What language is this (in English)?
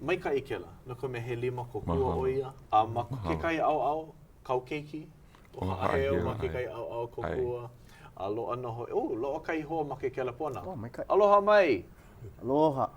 Hawaiian